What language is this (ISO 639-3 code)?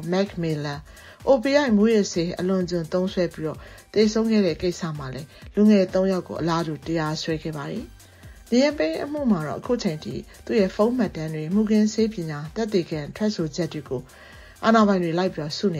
mya